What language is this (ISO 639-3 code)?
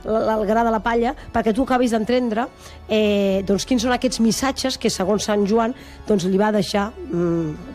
cat